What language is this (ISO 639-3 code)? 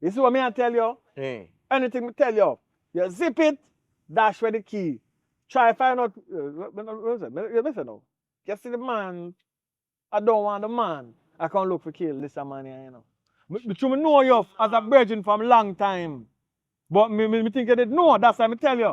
jam